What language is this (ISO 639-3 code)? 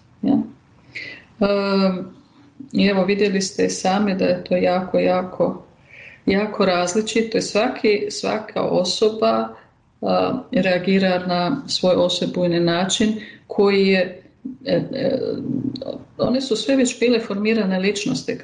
hrv